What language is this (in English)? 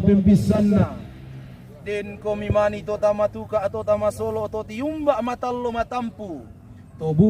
Toraja-Sa'dan